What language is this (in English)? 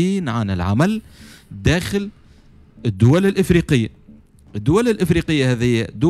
Tunisian Arabic